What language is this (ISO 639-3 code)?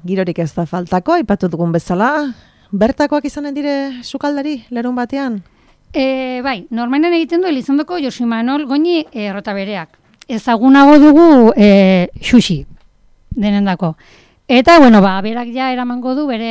eus